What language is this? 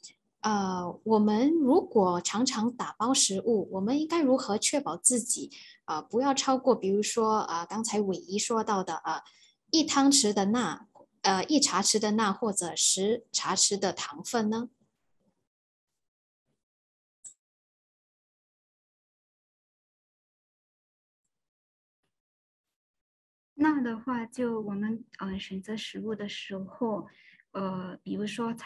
Chinese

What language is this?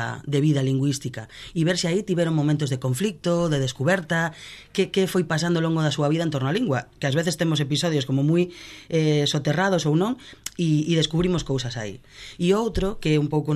Galician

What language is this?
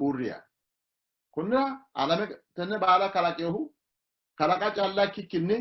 Sidamo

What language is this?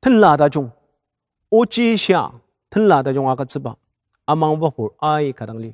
Ao Naga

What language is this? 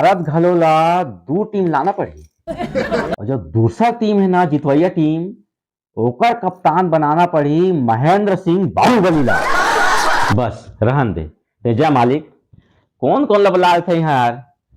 Chhattisgarhi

